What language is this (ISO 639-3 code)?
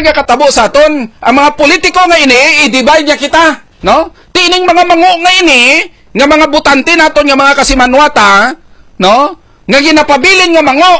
hil